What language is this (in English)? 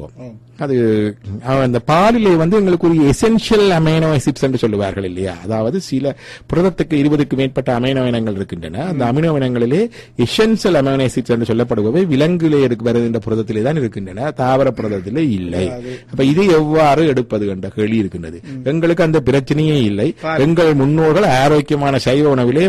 Tamil